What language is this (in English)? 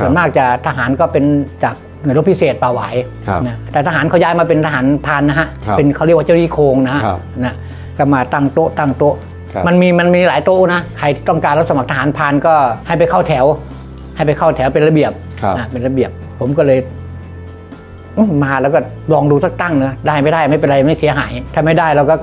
Thai